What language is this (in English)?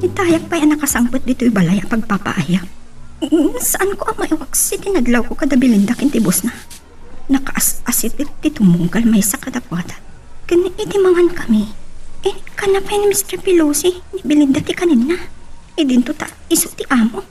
Iloko